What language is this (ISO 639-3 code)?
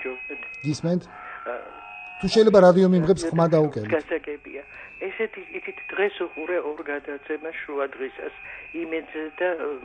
kat